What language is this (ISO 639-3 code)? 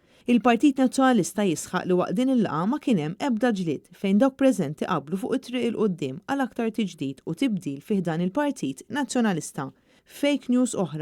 mlt